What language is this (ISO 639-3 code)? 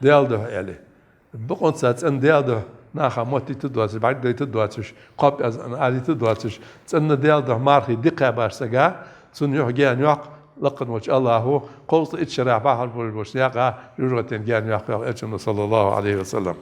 inh